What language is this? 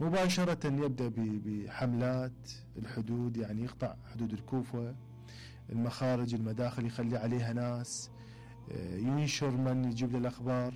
Mesopotamian Arabic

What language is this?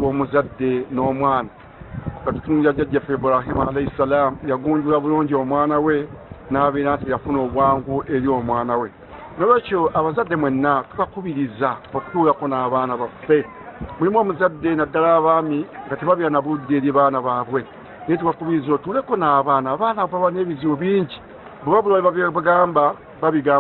Ganda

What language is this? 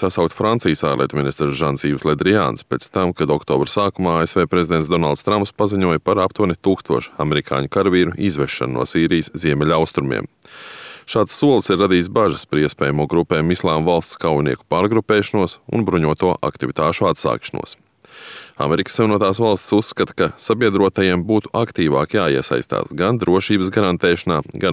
Latvian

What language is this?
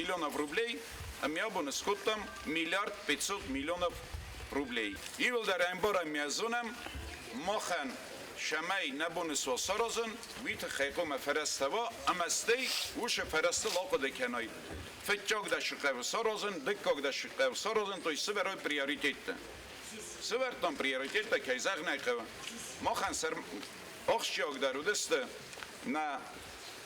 Ossetic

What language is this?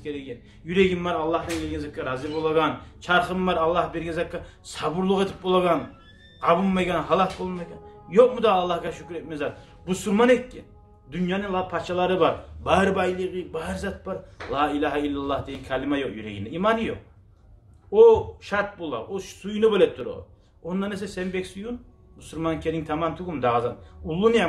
Kumyk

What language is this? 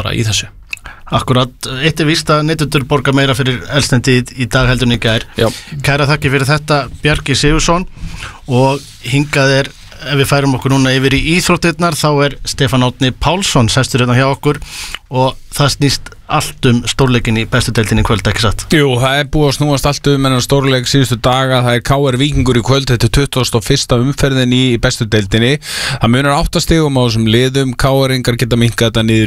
Icelandic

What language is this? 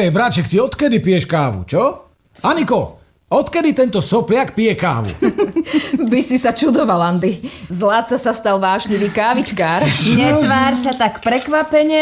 Slovak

